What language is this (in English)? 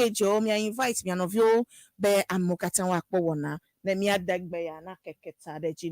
Ewe